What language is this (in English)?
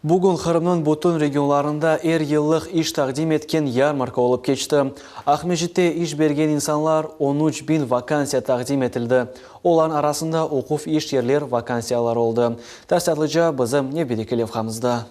Crimean Tatar